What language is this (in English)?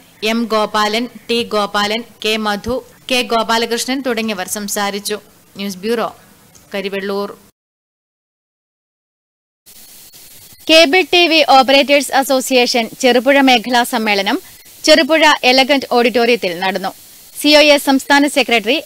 Malayalam